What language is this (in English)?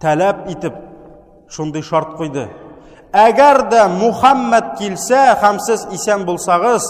Tatar